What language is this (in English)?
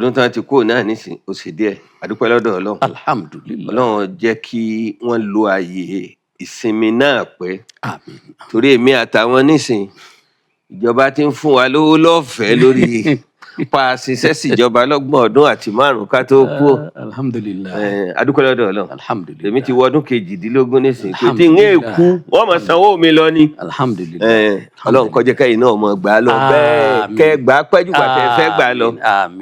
Yoruba